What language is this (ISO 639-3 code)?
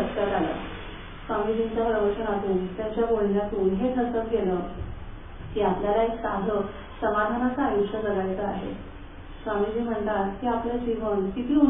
mar